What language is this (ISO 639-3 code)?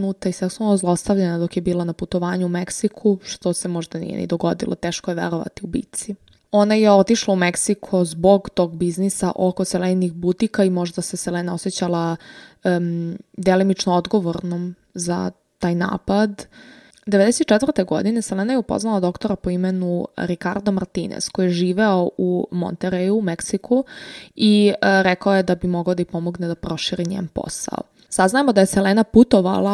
srp